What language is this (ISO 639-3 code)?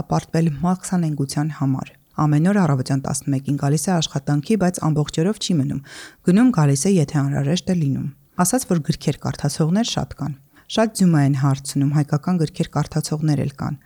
hye